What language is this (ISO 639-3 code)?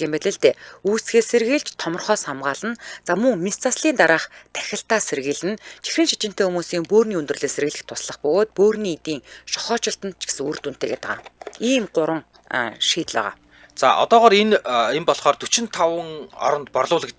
mon